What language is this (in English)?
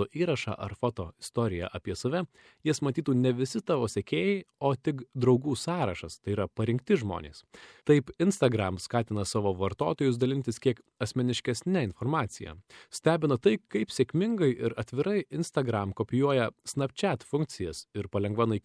Lithuanian